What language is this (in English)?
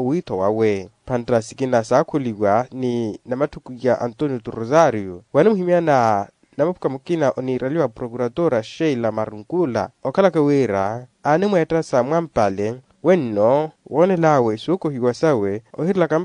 Makhuwa